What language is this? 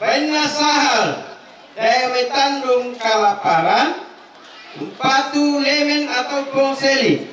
Toraja-Sa'dan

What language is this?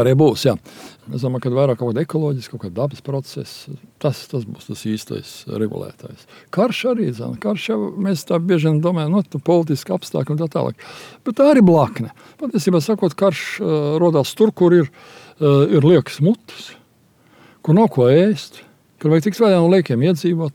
Latvian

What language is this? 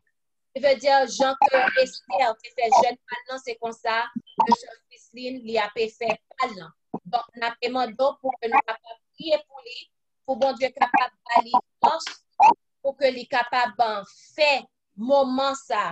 French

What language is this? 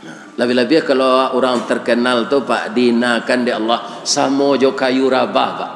Minangkabau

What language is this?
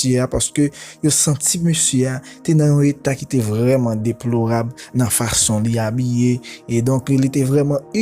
Haitian Creole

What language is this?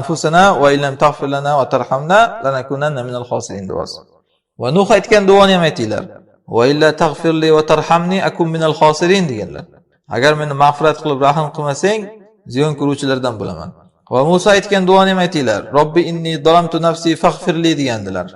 Uzbek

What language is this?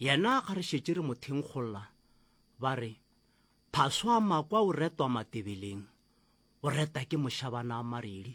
Northern Sotho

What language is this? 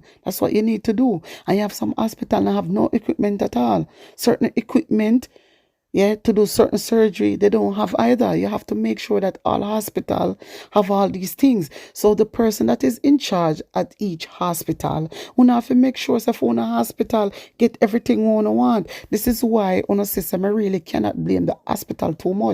Jamaican Creole English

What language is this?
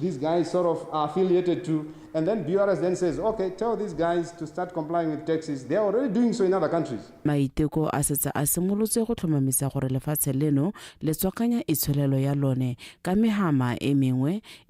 Tswana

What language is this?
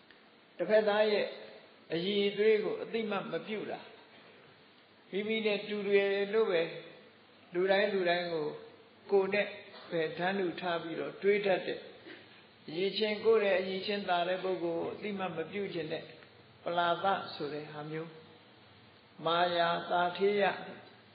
Burmese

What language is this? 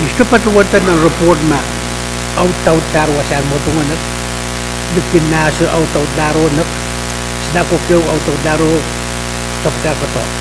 Pohnpeian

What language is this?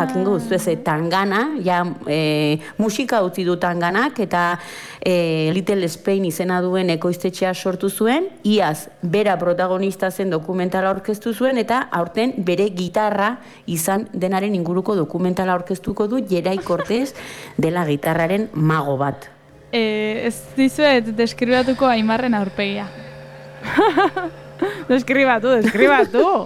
Basque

